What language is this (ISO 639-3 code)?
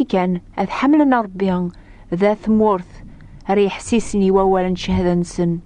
kab